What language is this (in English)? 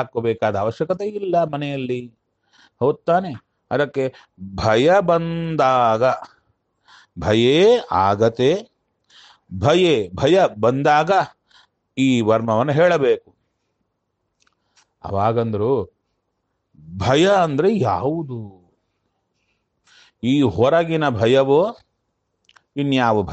Kannada